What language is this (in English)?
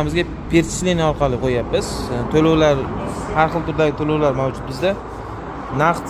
Uzbek